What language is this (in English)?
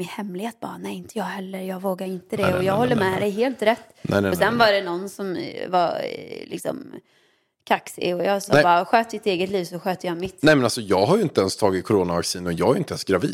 Swedish